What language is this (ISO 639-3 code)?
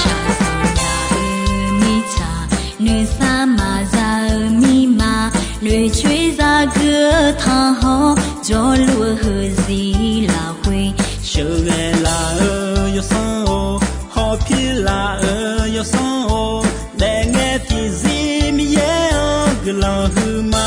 ahk